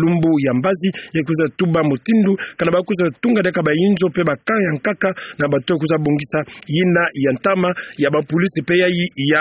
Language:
Kituba (Democratic Republic of Congo)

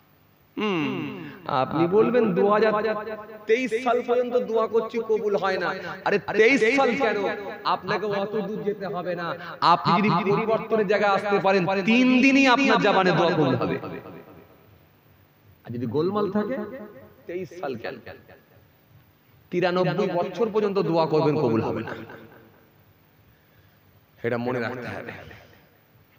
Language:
Bangla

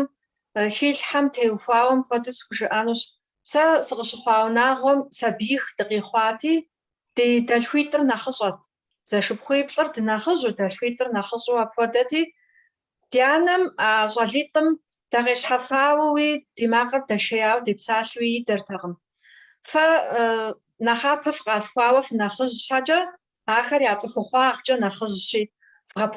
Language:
Kabardian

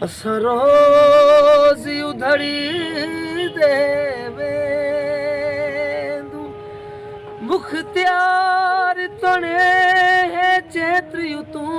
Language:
Saraiki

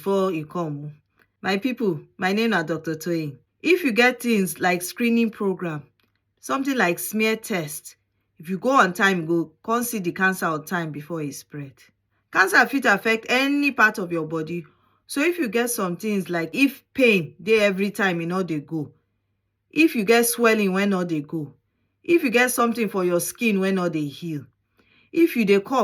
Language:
Nigerian Pidgin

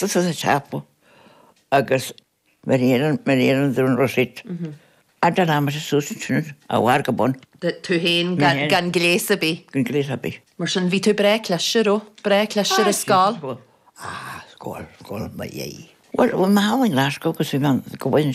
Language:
Irish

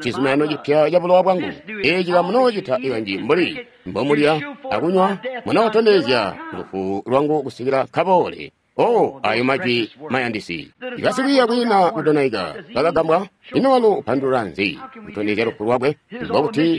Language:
Tonga (Zambia)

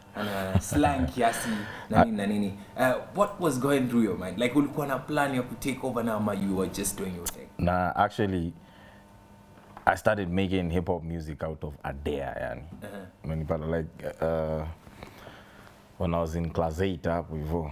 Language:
Swahili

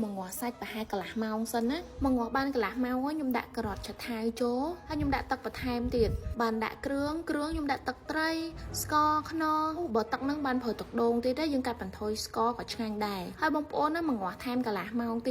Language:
Khmer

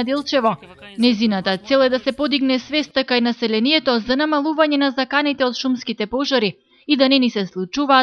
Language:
Macedonian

